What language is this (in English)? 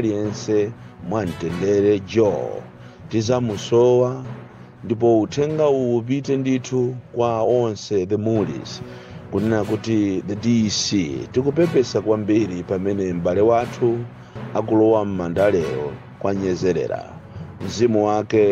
Nyanja